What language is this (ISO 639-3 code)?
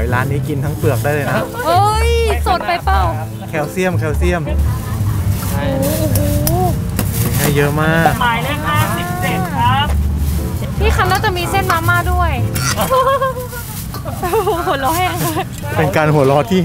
tha